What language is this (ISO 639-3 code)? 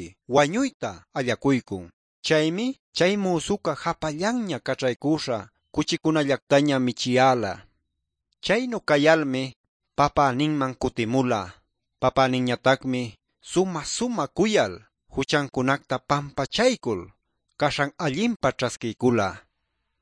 que